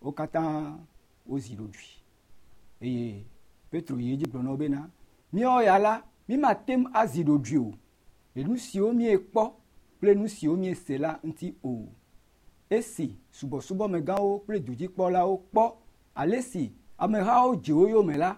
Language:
Ewe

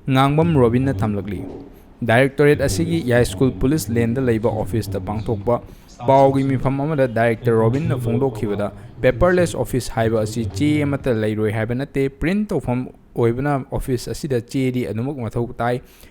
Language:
Manipuri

